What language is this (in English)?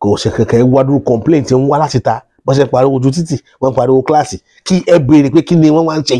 Yoruba